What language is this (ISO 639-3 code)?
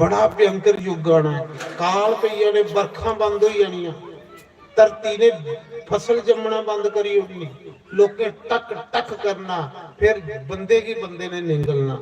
doi